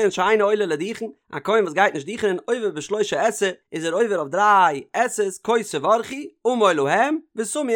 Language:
Yiddish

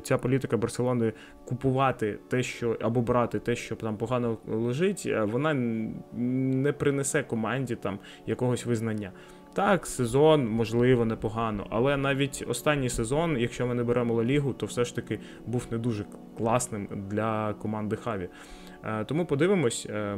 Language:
Ukrainian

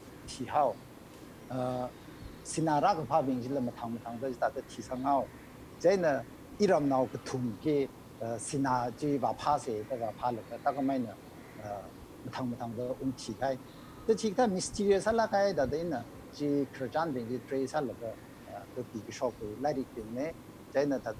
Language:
Tangkhul Naga (India)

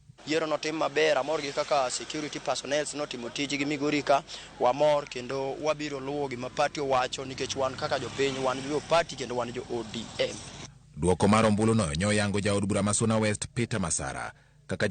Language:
Luo (Kenya and Tanzania)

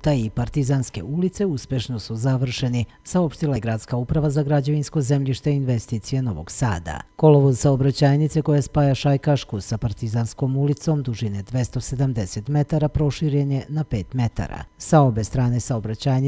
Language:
Serbian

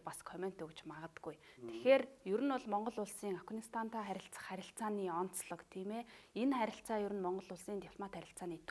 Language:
Mongolian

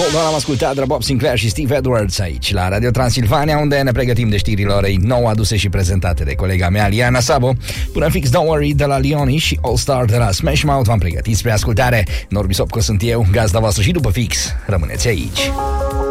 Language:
Romanian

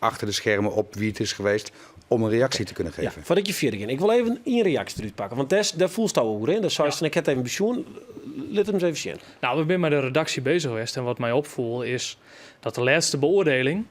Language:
Western Frisian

